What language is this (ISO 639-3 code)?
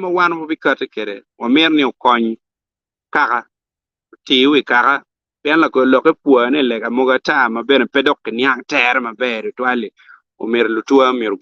ach